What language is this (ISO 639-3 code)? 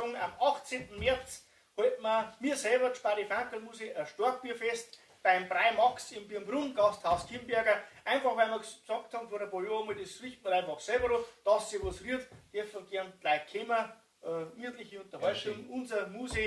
bar